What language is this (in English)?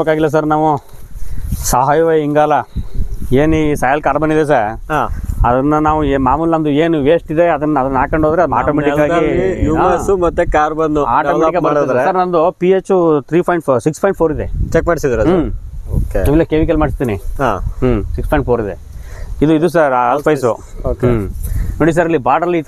Kannada